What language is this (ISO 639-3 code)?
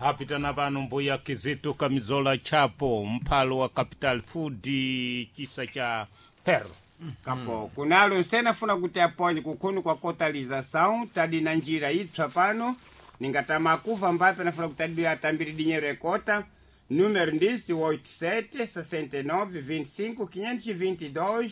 seh